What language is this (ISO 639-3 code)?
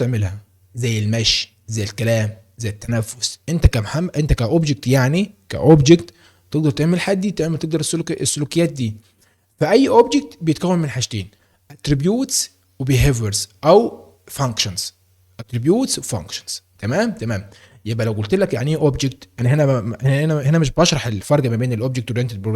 arz